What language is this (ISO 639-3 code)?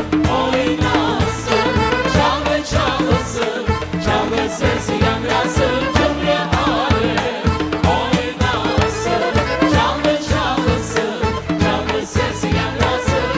crh